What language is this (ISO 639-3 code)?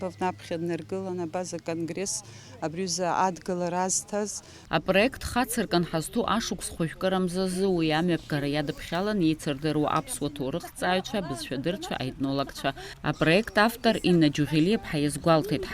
abk